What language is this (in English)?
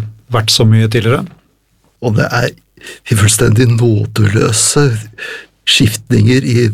Norwegian